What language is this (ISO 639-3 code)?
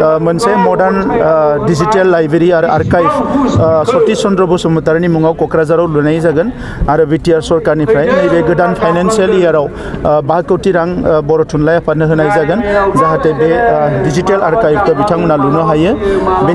brx